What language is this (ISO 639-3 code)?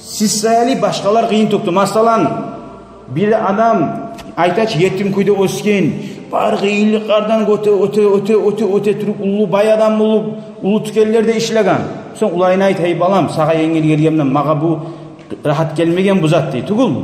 kum